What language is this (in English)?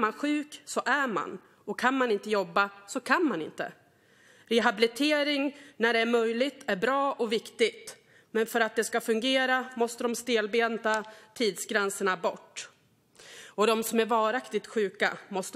Swedish